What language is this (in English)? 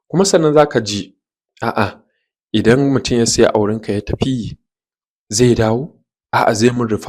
Hausa